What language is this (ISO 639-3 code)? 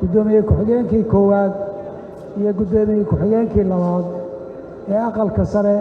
som